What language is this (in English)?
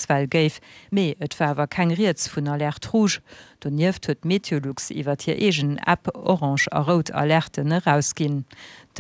Luxembourgish